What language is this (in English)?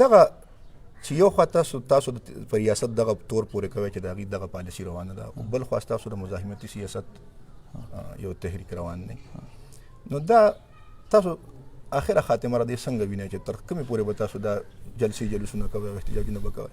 Pashto